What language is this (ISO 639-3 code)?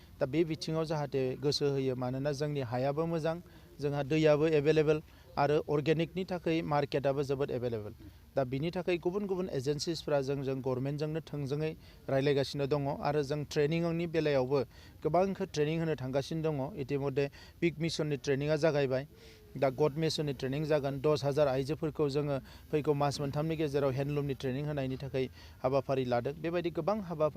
brx